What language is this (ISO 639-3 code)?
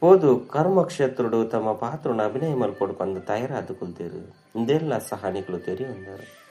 tcy